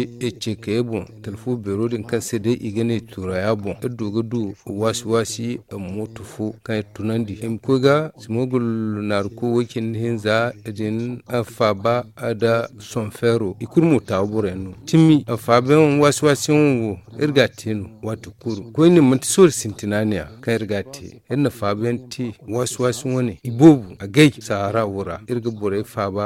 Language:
Zarma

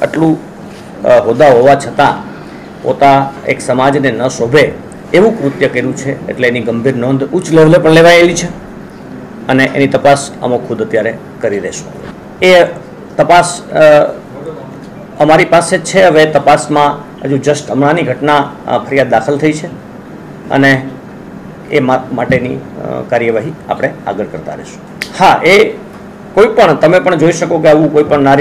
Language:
Gujarati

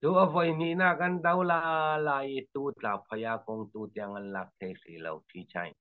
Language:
Falam Chin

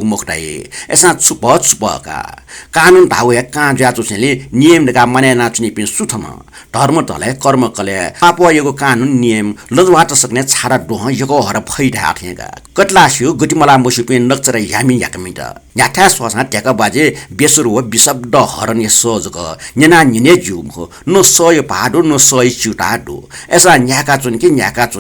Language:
Newari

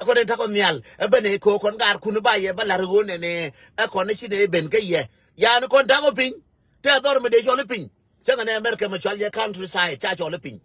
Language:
Nuer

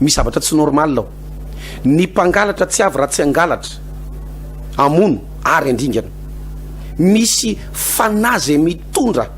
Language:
Malagasy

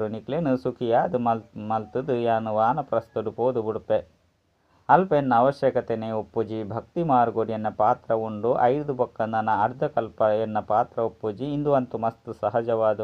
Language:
Tulu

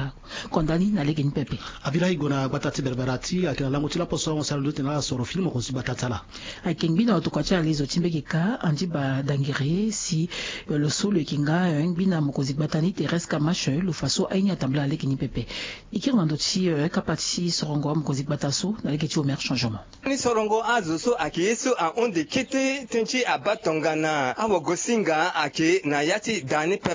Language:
Sango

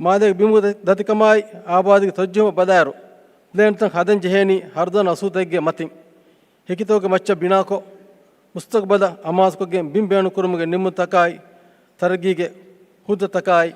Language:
Divehi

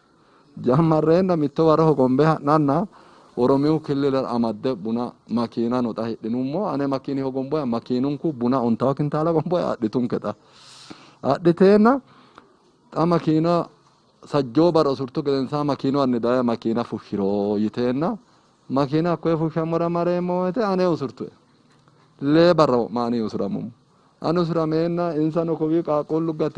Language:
Sidamo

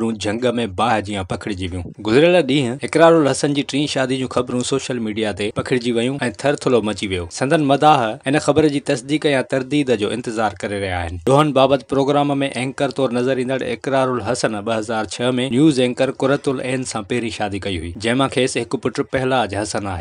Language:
Sindhi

